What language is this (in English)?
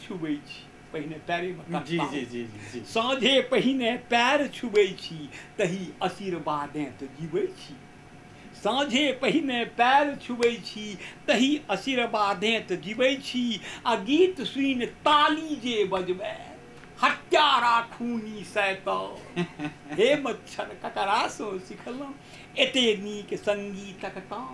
Maithili